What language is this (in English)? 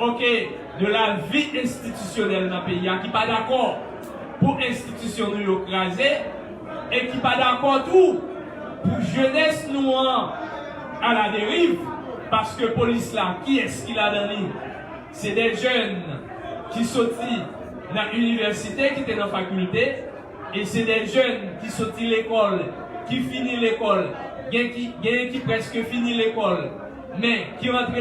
Haitian Creole